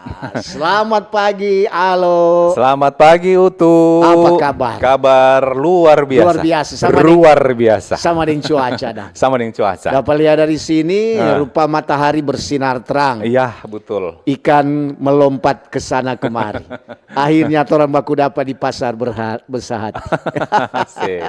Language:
Manado Malay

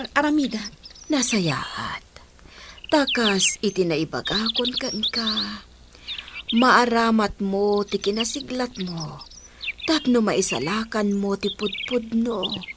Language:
Iloko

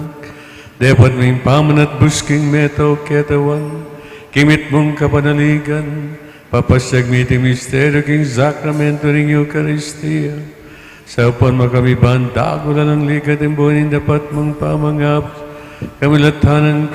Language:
Pampanga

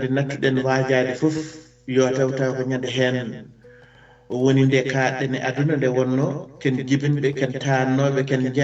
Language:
Fula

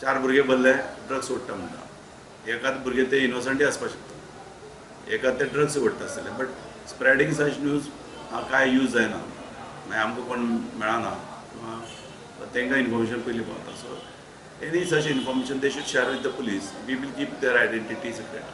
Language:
Konkani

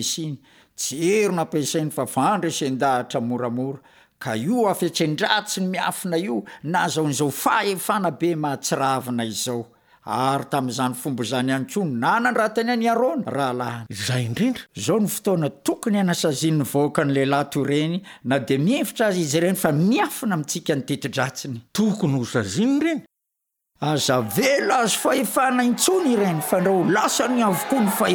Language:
Malagasy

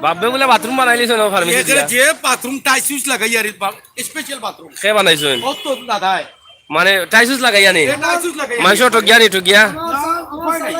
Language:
Sylheti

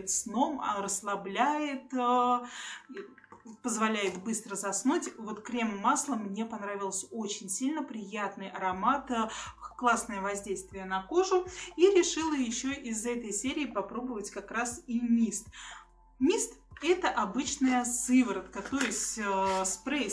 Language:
Russian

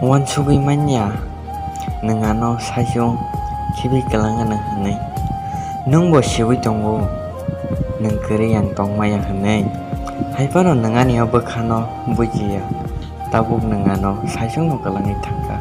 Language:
Kok Borok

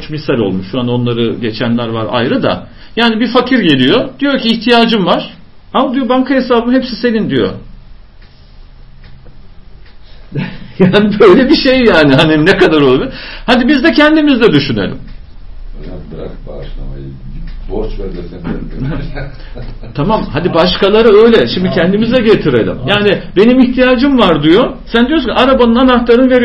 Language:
Turkish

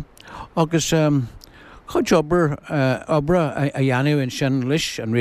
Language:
Irish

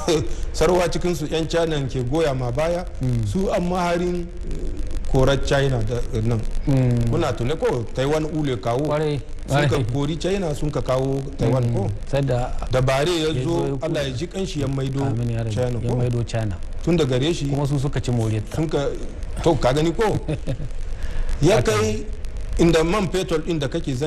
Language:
Hausa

